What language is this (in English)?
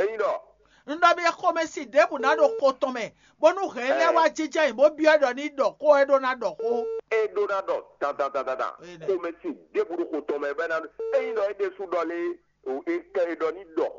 Fon